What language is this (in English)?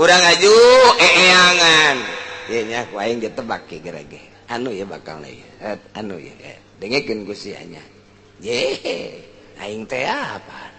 Sundanese